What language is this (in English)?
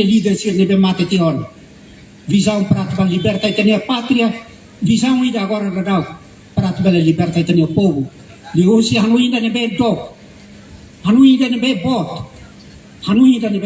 Tetum